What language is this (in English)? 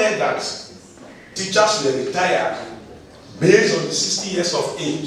Nigerian Pidgin